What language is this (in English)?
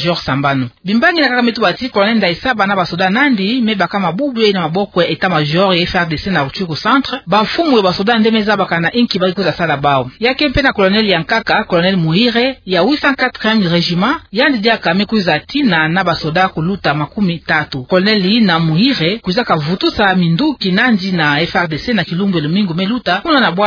Kituba (Democratic Republic of Congo)